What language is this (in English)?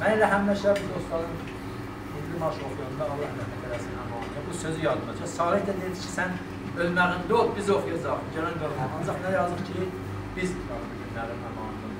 South Azerbaijani